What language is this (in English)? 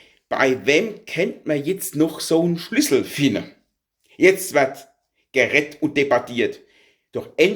Palatine German